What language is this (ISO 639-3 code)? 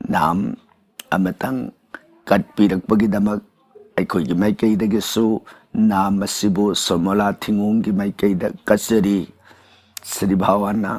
mni